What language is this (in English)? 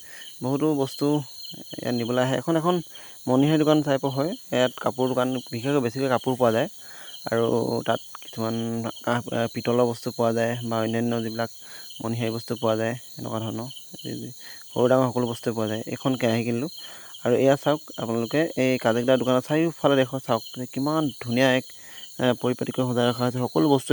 Assamese